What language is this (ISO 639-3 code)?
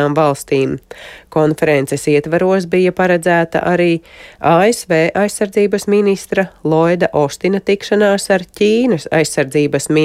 lav